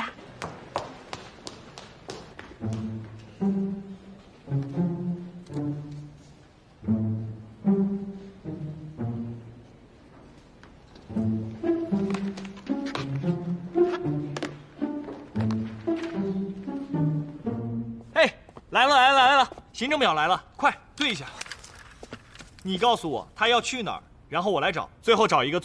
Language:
Chinese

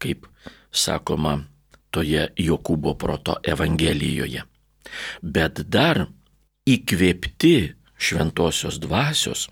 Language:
Lithuanian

